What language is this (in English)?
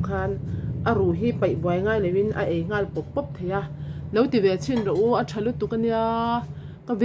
Mizo